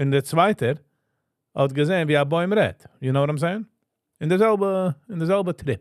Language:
Yiddish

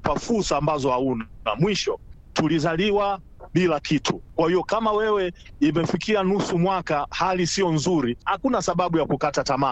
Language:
Swahili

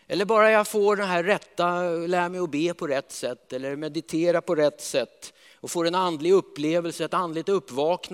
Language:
Swedish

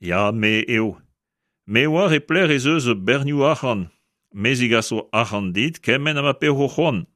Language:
Breton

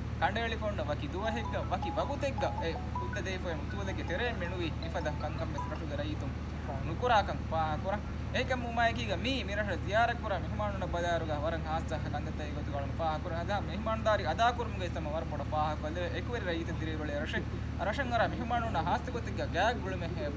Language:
Divehi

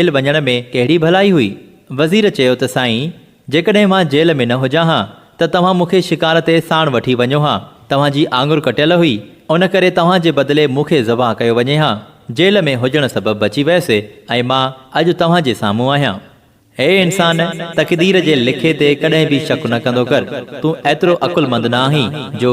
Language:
Sindhi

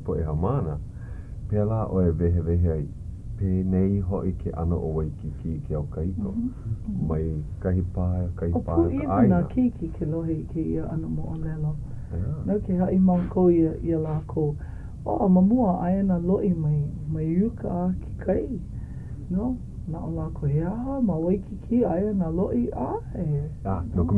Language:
Hawaiian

